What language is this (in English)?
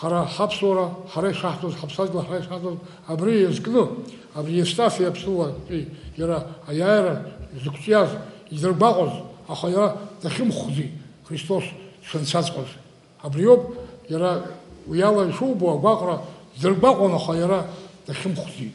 Abkhazian